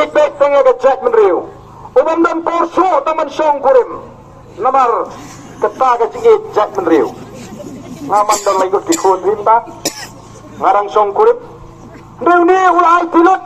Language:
Khasi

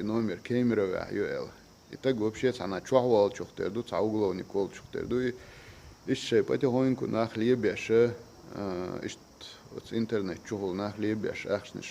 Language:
Chechen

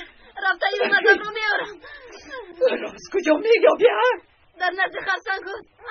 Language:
Tajik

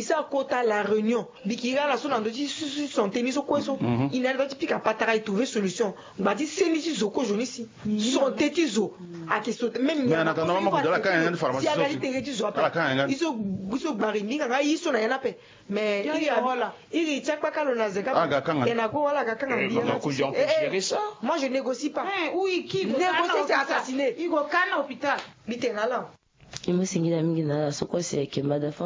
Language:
Sango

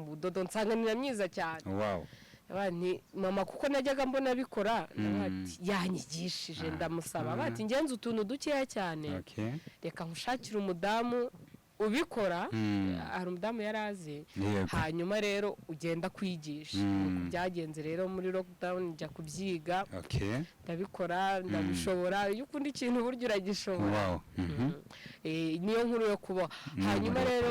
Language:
Kinyarwanda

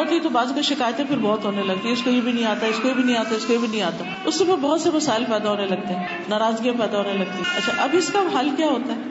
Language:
Urdu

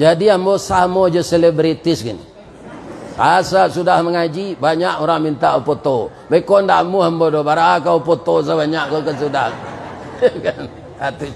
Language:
Minangkabau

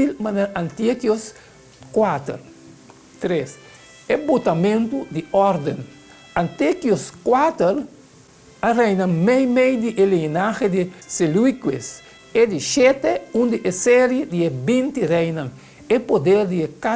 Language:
Papiamento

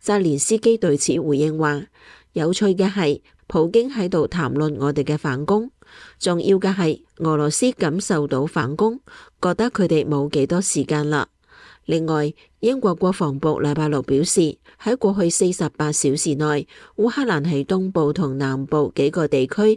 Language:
Cantonese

